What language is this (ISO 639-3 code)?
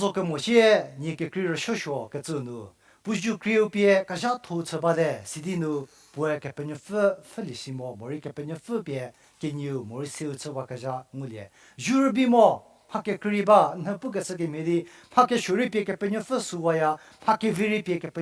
njm